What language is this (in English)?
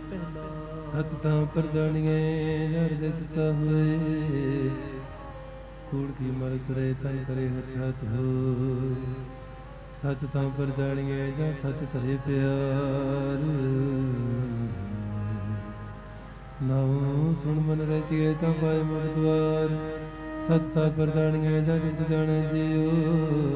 Punjabi